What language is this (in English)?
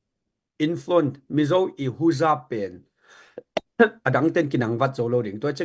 Tedim Chin